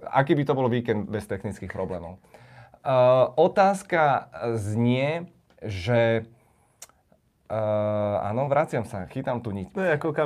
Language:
Czech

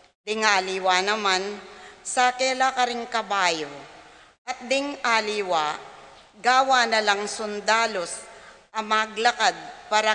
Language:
Pampanga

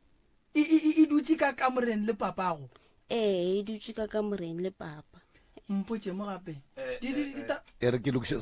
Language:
Northern Sotho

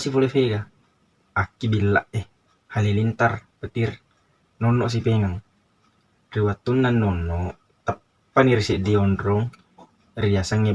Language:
Buginese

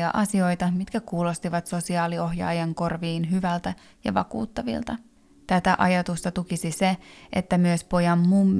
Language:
Finnish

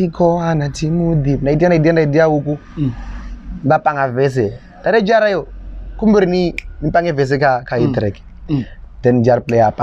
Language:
Venda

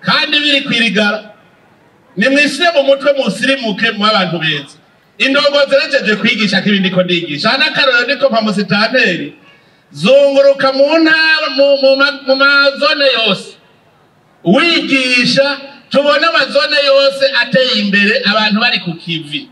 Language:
Rundi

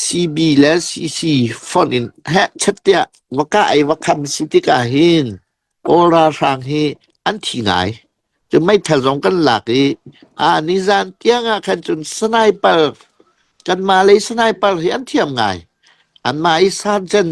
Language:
Hakha Chin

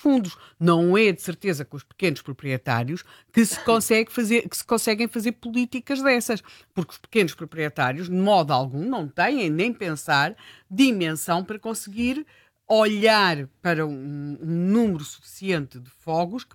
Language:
Portuguese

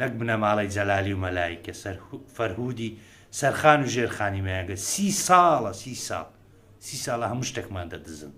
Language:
Central Kurdish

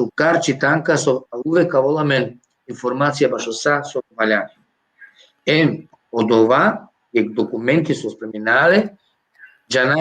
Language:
Balkan Romani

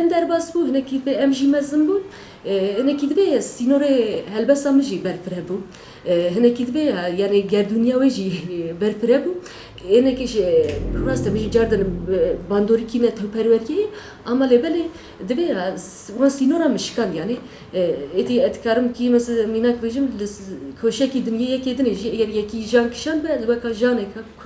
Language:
Kurdish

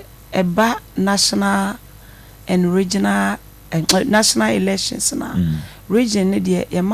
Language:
Akan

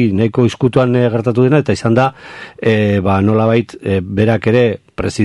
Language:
Basque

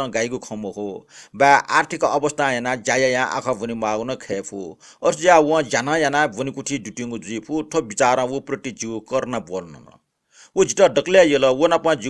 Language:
Newari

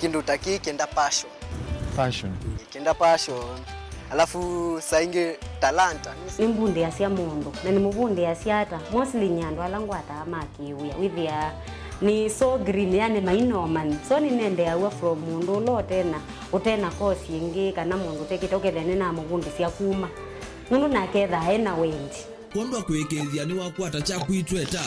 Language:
Kamba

